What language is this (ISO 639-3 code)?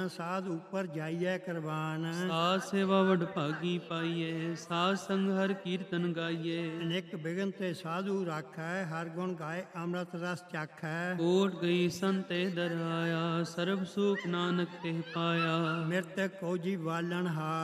pan